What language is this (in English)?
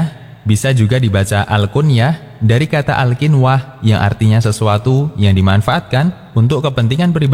Indonesian